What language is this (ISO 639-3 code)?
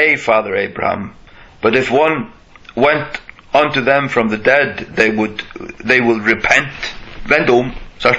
fao